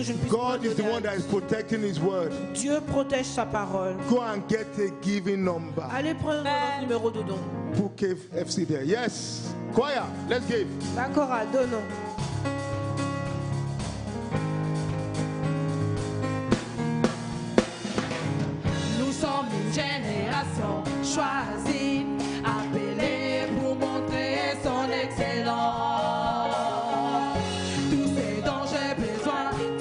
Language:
French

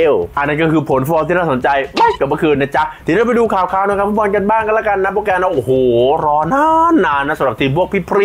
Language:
Thai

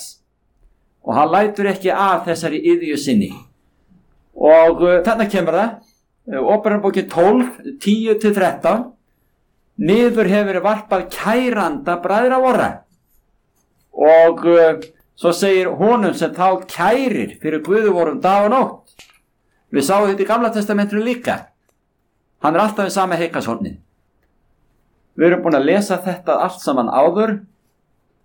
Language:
Icelandic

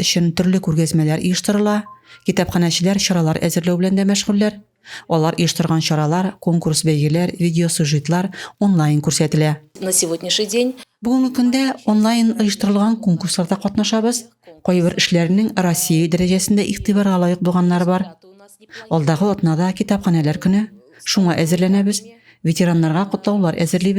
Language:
Tatar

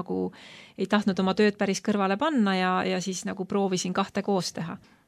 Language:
Estonian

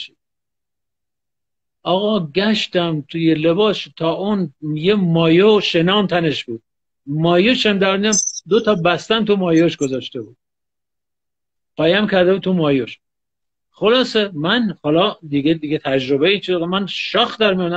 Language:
Persian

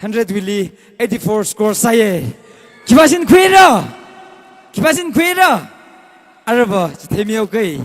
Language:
Tangkhul Naga (India)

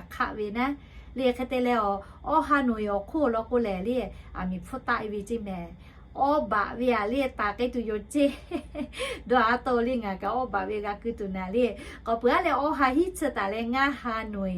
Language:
Lahu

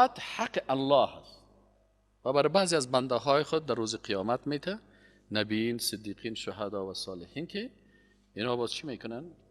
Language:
Persian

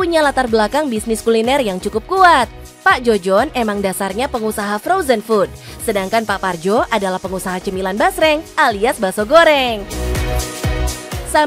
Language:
Indonesian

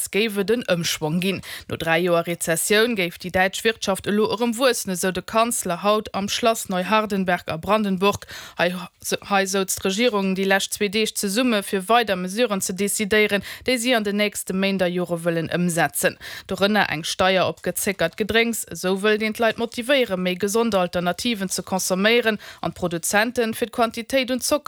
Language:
Luxembourgish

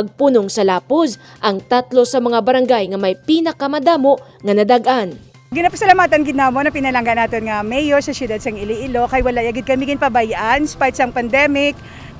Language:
Hiligaynon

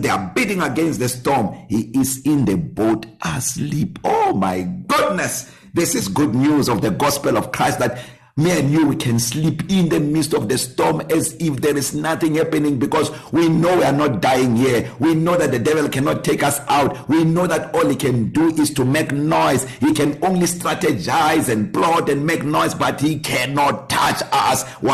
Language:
English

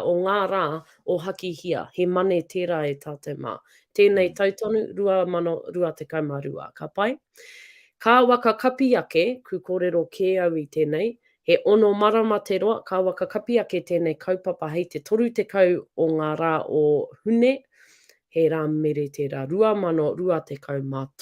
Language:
Māori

